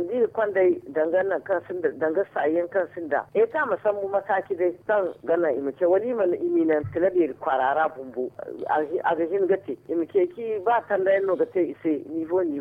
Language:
Zarma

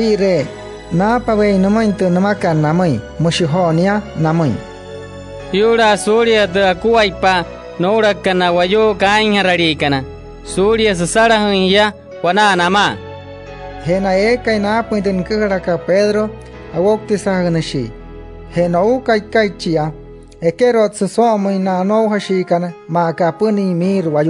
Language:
Wayuu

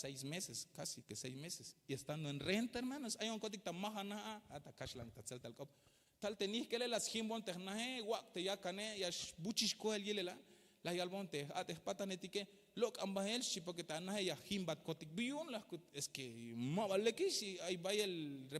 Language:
Tzeltal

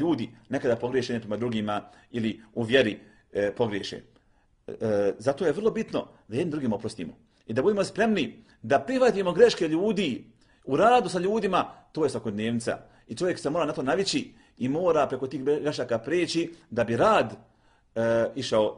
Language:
Bosnian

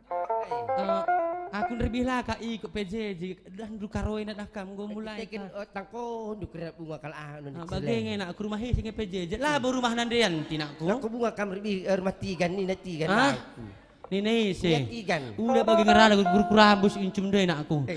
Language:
Batak Karo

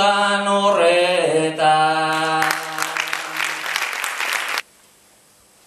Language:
Basque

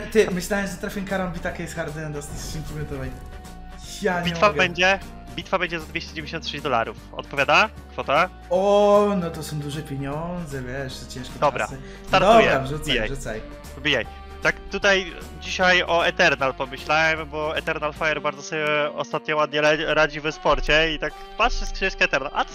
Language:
Polish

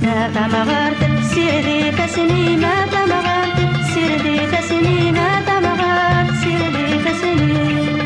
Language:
Kabyle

